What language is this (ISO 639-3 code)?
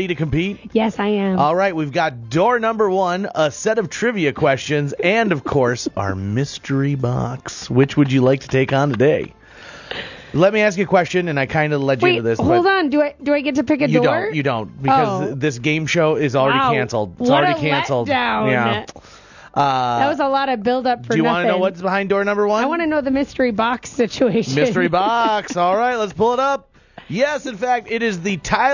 eng